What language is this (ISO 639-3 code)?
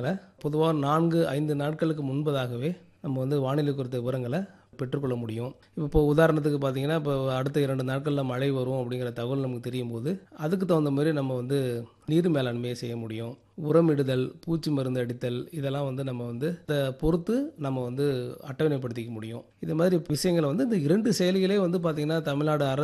tam